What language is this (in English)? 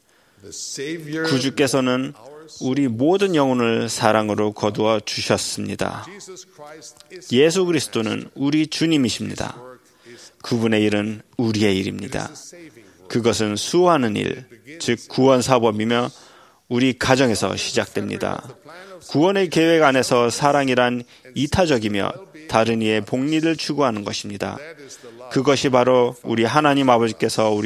Korean